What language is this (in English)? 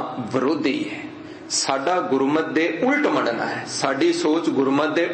Punjabi